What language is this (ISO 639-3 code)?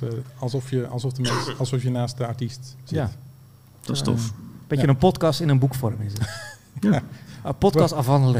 nld